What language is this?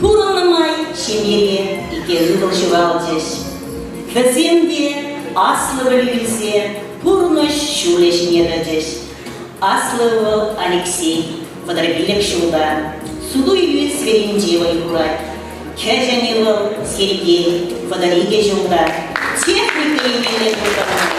Chuvash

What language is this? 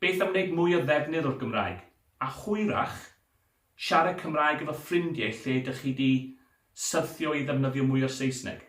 Welsh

